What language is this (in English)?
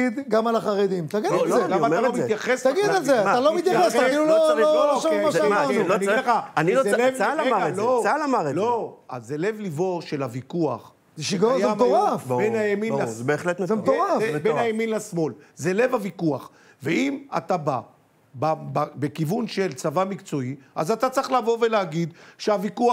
Hebrew